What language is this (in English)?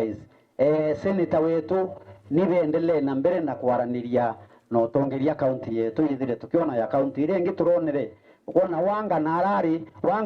Meru